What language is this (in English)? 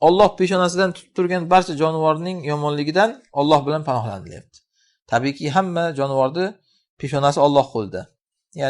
Uzbek